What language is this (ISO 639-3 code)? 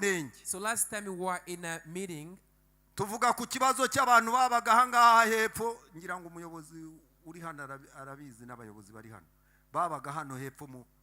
kin